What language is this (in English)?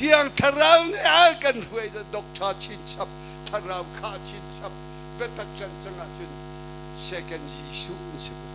Hakha Chin